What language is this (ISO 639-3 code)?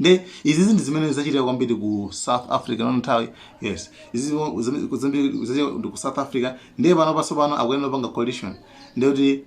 nya